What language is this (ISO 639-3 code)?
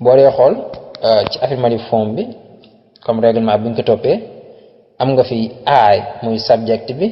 wol